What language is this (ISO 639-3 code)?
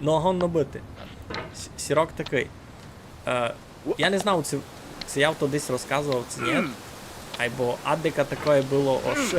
rue